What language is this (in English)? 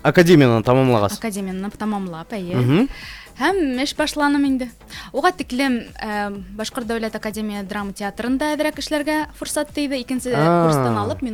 Bashkir